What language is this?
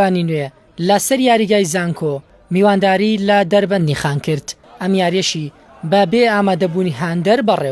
Central Kurdish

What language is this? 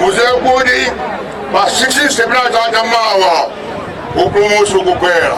Nyanja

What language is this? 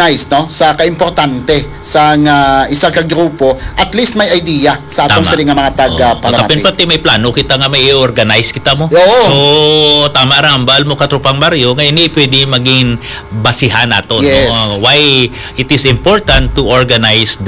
Hiligaynon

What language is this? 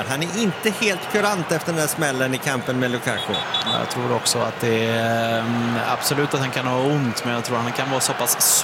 Swedish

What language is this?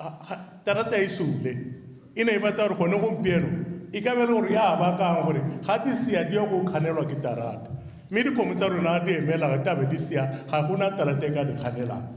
Tswana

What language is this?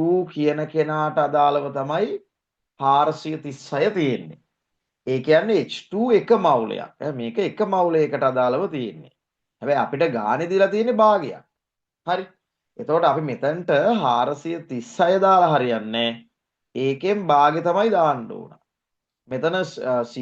Sinhala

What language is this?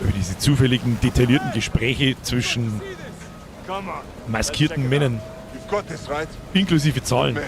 Bavarian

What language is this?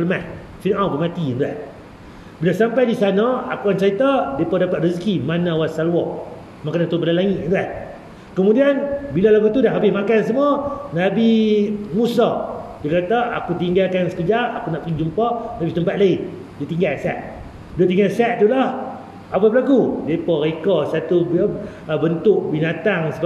Malay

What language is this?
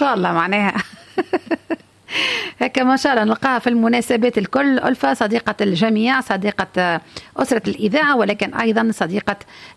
Tunisian Arabic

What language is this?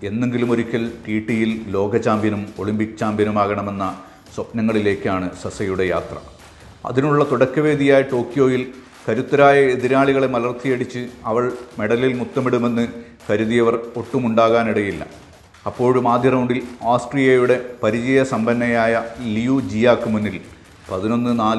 Malayalam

